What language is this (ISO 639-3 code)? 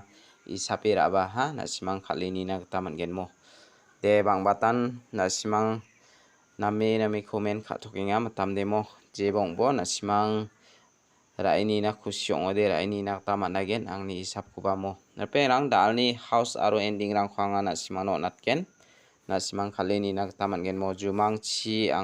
grt